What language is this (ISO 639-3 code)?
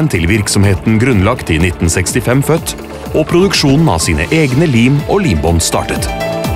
nor